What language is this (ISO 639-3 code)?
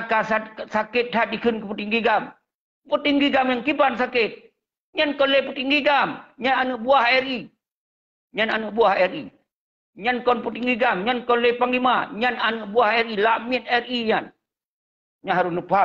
ace